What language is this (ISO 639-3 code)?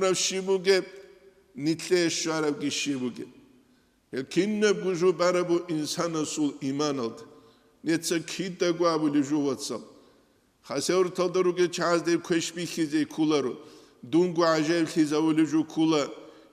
ava